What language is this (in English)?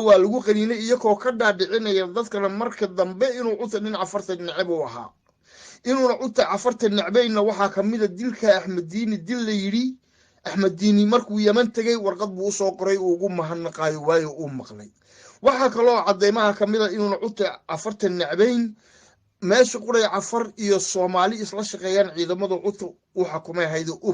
Somali